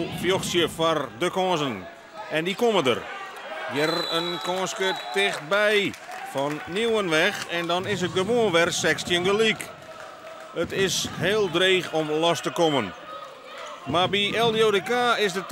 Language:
Western Frisian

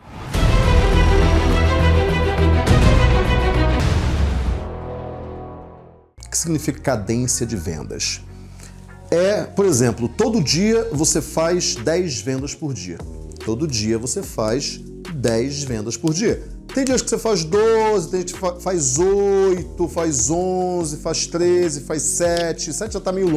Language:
Portuguese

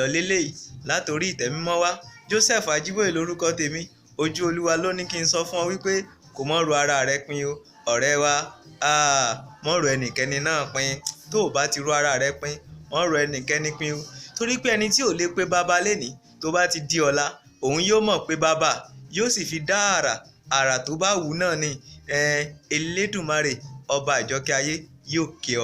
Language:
Yoruba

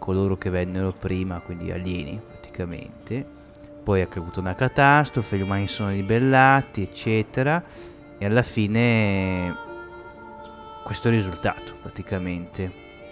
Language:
Italian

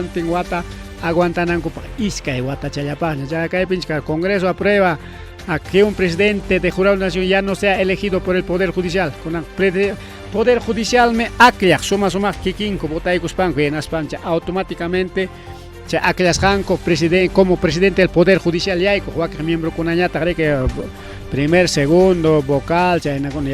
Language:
Ayacucho Quechua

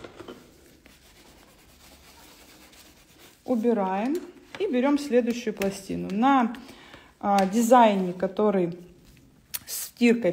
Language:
Russian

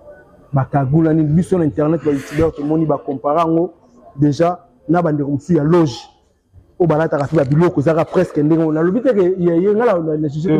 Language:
Lingala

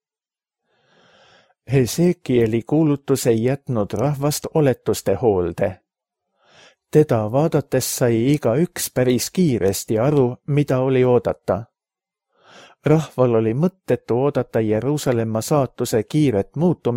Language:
Estonian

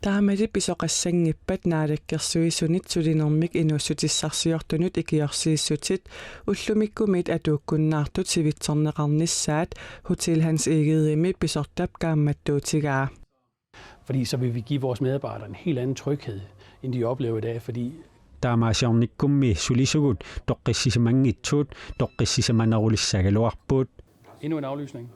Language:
Kalaallisut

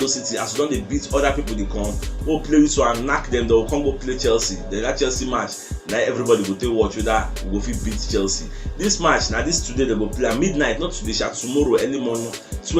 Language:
Nigerian Pidgin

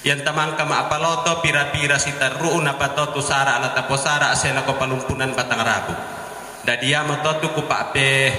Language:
Toraja-Sa'dan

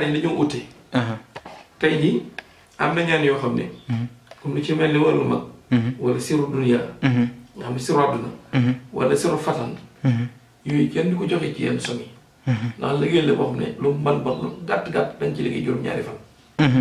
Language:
Wolof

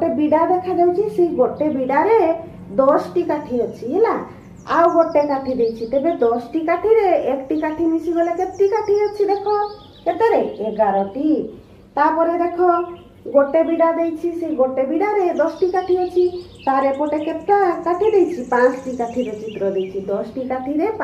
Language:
Odia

